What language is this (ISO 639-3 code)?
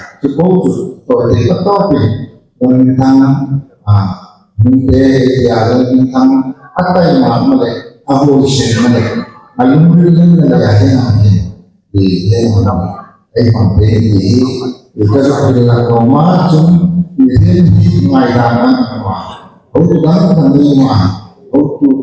hmr